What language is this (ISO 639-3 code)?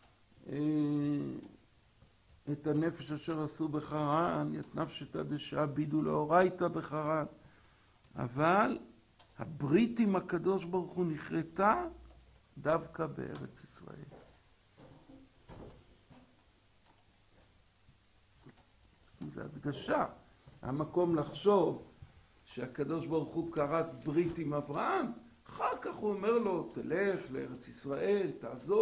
heb